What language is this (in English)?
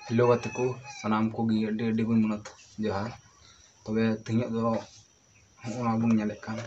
Santali